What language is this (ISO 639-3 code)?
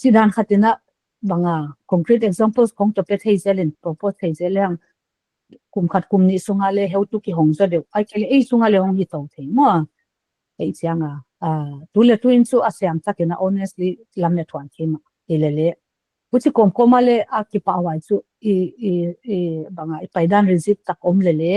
pck